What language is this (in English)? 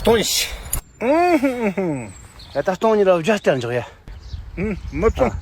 Tibetan